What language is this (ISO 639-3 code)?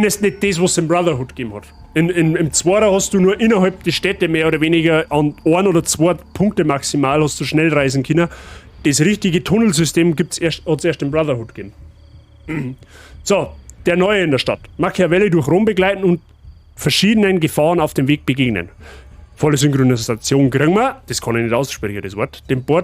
bar